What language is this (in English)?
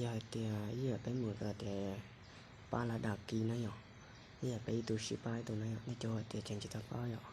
Hmong